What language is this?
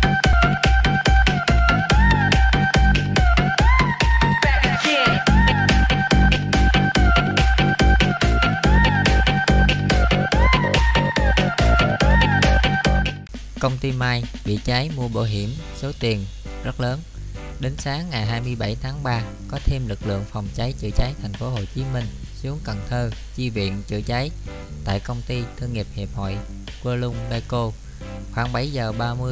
Vietnamese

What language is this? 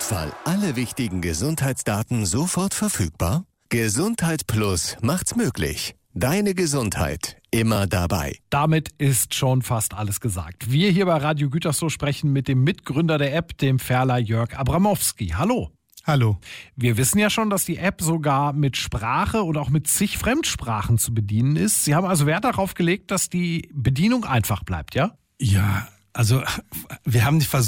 German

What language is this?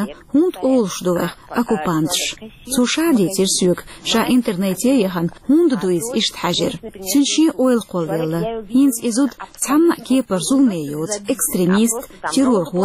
Chechen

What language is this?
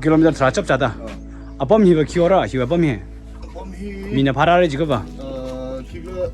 Tangkhul Naga (India)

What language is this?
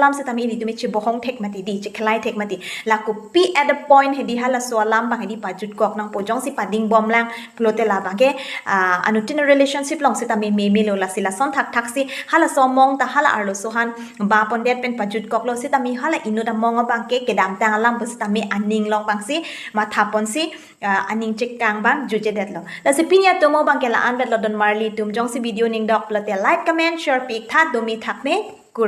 Karbi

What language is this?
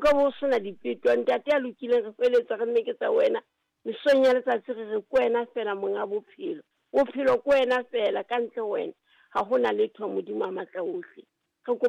Southern Sotho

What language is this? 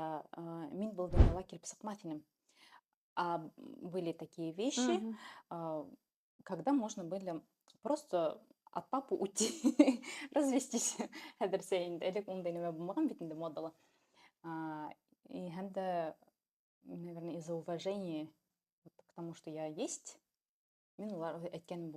Bashkir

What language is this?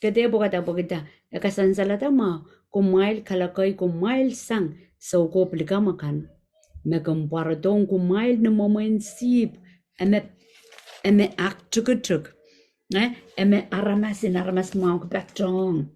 Pohnpeian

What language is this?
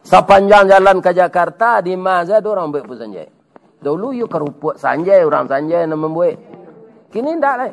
Minangkabau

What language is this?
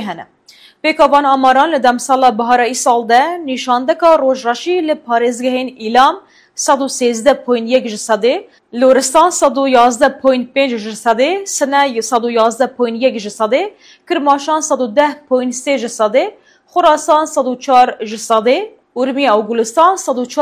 Kurdish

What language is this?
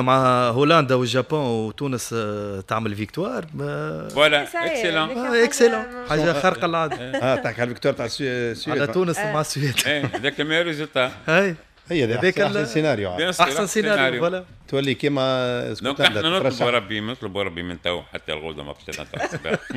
Tunisian Arabic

